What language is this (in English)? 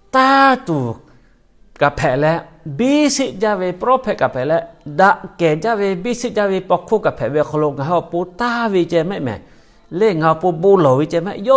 Lahu